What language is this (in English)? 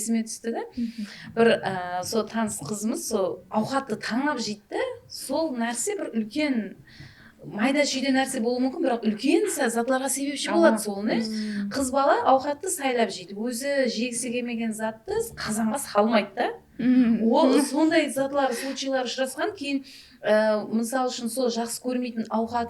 Kara-Kalpak